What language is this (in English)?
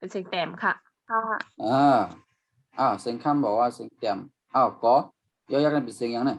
Shan